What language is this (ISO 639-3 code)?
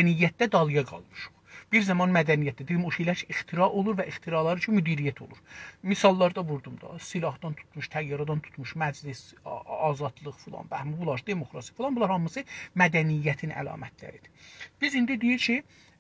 azb